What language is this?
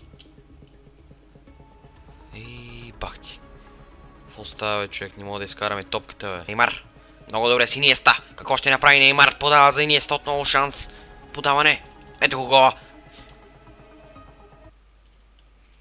Bulgarian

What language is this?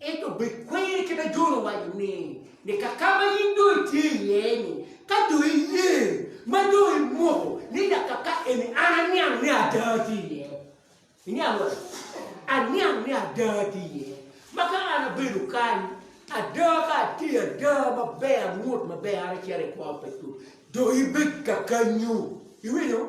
Acoli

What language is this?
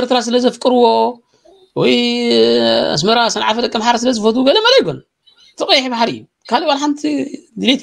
Tigrinya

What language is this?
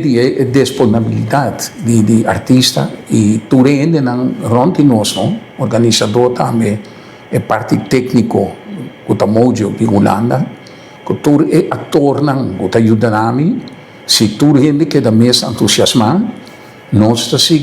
Papiamento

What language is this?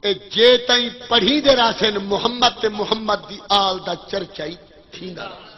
Saraiki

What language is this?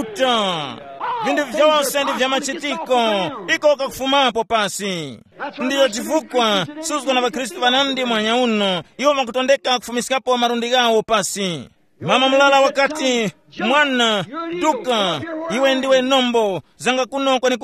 Tumbuka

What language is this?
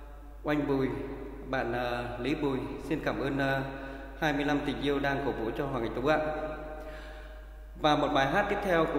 Vietnamese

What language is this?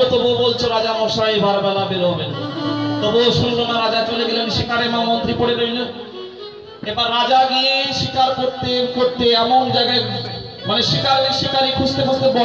Bangla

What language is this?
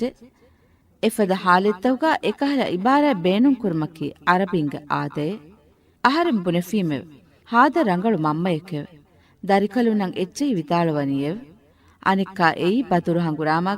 Divehi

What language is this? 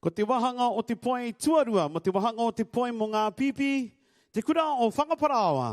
Māori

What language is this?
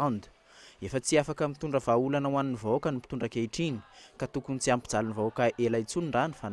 Malagasy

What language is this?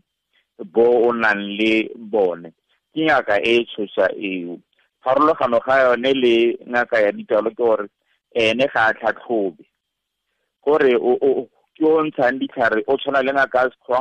Tswana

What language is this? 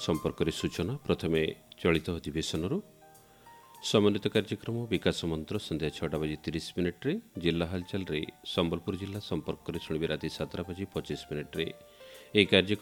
Odia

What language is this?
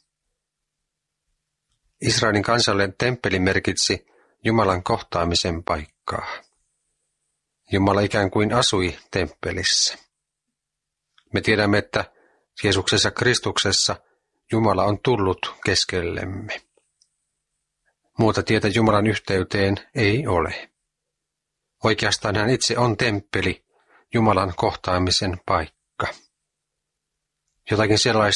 Finnish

